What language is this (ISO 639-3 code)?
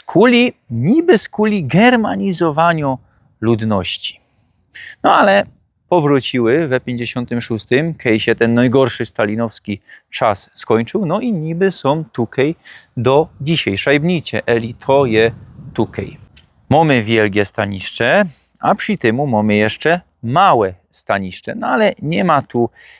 szl